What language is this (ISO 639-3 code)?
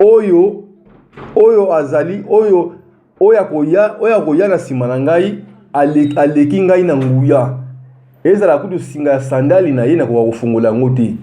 lin